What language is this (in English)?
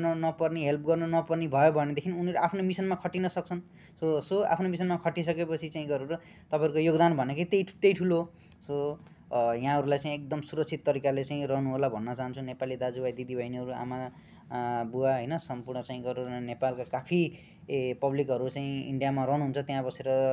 Nepali